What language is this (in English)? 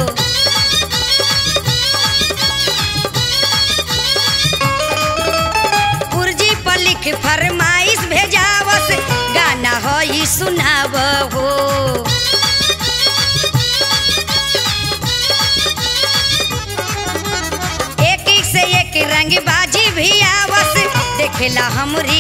Bhojpuri